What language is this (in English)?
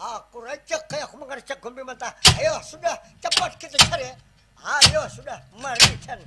Banjar